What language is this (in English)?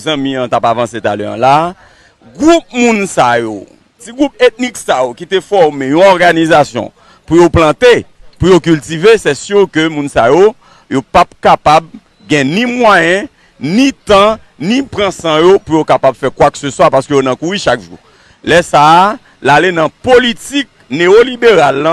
Haitian Creole